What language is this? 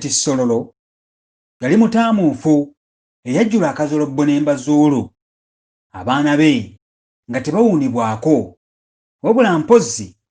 Ganda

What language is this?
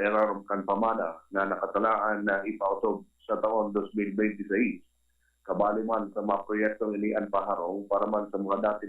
Bikol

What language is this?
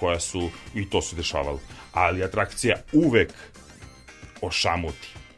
Serbian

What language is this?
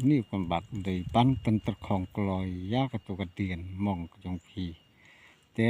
Khasi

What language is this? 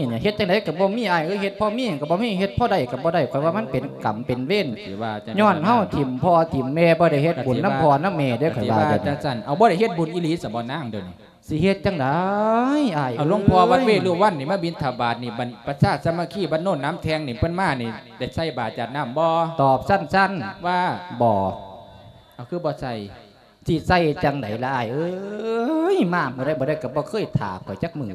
Lao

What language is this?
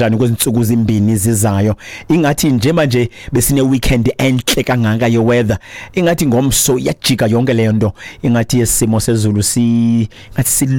Xhosa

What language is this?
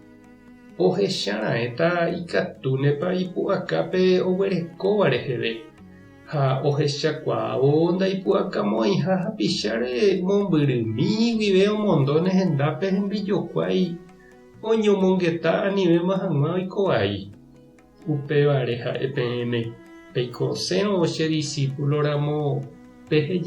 Guarani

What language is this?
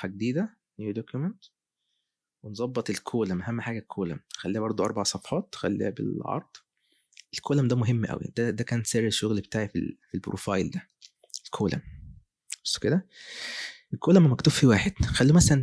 Egyptian Arabic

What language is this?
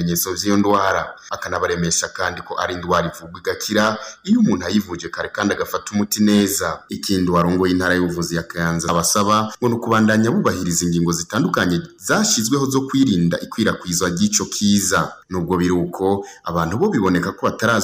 Rundi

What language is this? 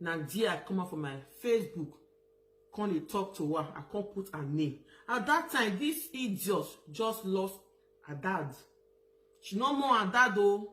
Nigerian Pidgin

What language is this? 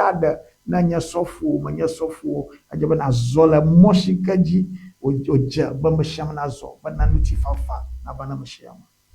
Ewe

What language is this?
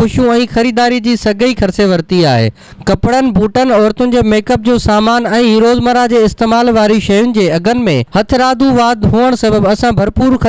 Sindhi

